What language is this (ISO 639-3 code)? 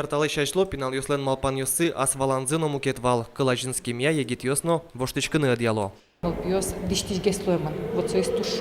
udm